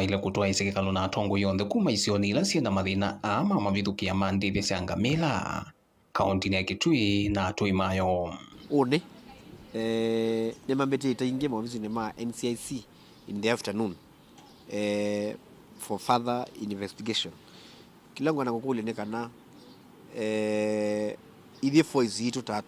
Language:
Kamba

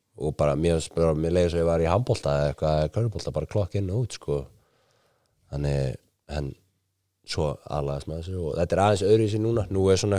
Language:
Icelandic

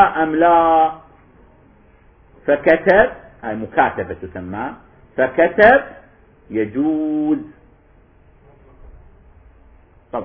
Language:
Arabic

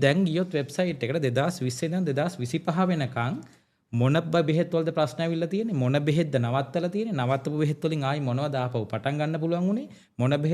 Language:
Sinhala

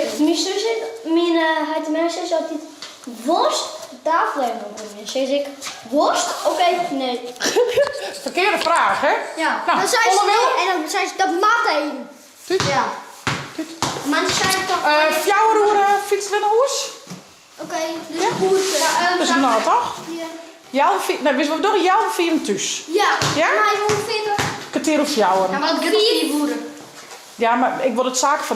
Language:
Western Frisian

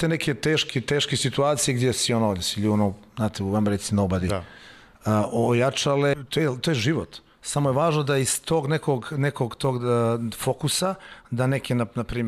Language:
Croatian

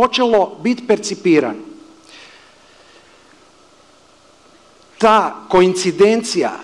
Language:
Croatian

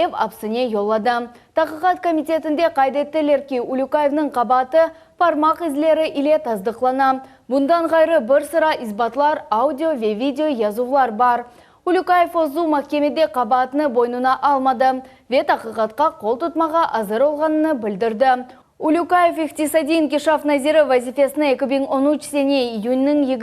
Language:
Crimean Tatar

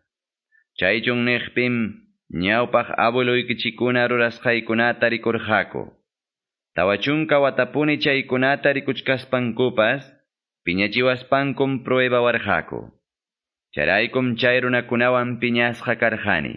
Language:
Quechua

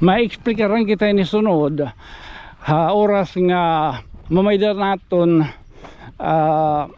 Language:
Waray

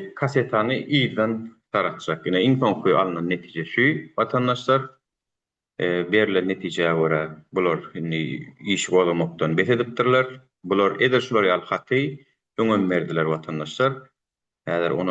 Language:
Turkmen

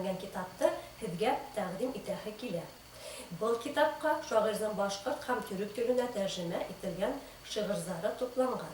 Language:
Bashkir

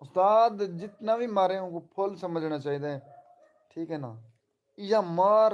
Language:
Saraiki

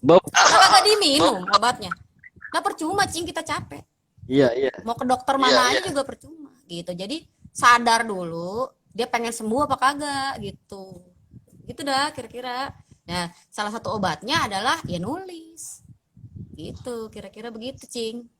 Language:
Betawi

